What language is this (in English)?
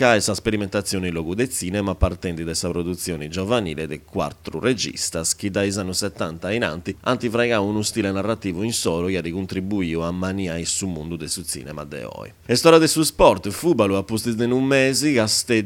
Sardinian